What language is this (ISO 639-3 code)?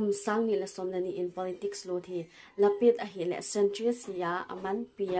pck